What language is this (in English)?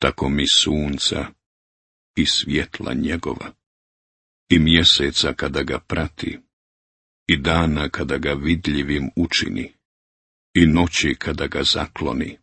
Croatian